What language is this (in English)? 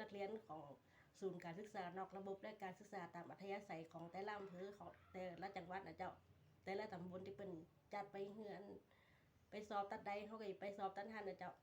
Lao